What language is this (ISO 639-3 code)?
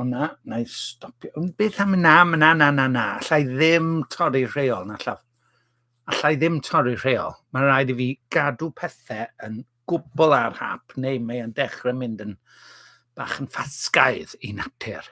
cym